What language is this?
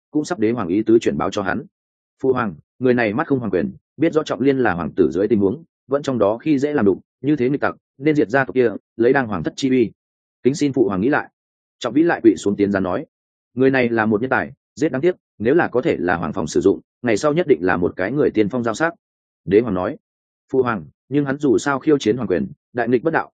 Vietnamese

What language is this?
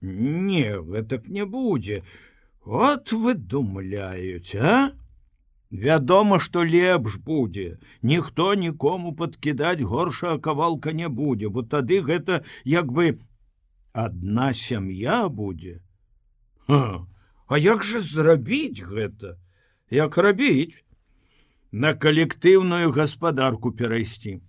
Belarusian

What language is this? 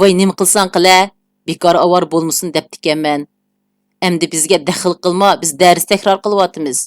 Uyghur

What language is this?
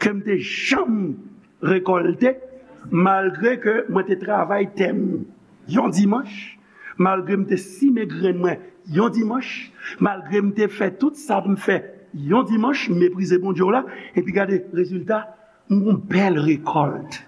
Haitian Creole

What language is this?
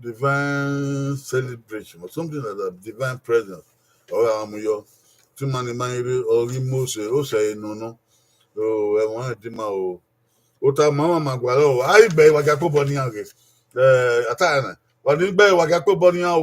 Bini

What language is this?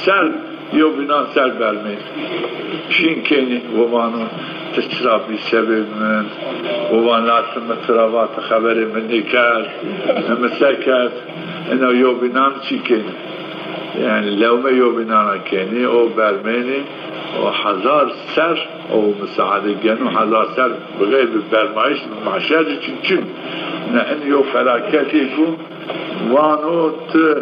Zaza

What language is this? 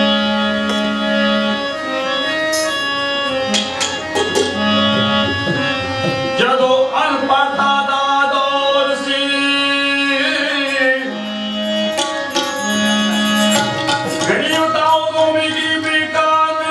Punjabi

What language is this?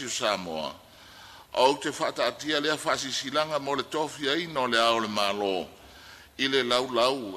Samoan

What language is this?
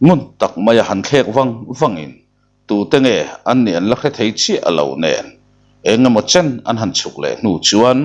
Mizo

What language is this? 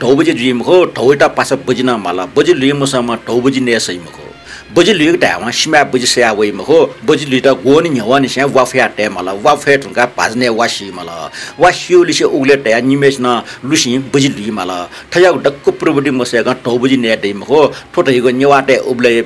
Newari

